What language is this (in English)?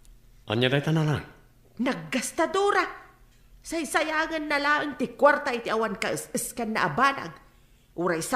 Iloko